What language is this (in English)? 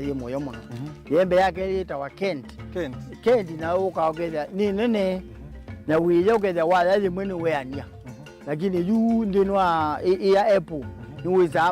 Kamba